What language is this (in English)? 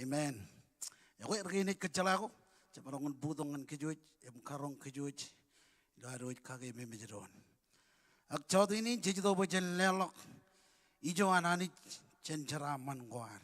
Marshallese